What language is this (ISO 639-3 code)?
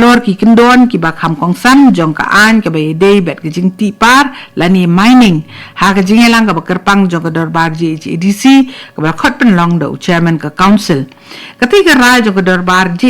kha